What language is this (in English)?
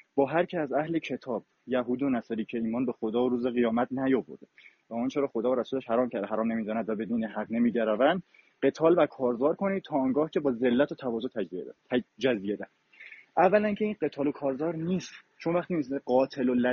Persian